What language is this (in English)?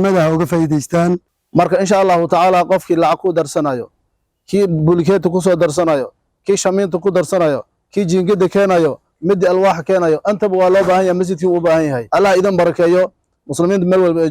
Somali